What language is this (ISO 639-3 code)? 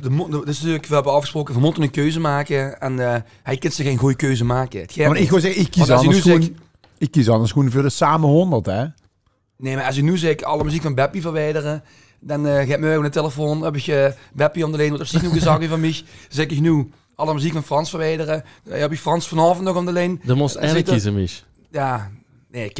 lim